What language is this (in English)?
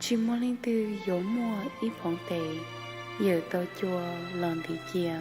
Hmong